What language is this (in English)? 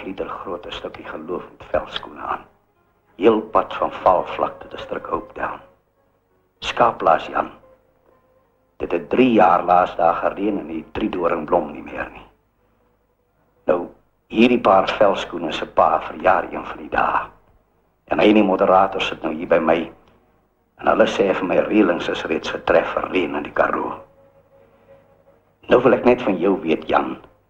Afrikaans